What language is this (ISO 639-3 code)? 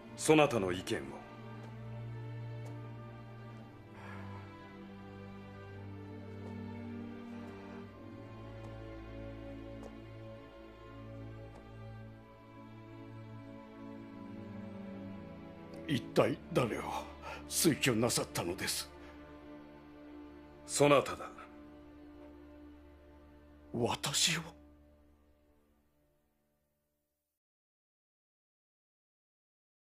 jpn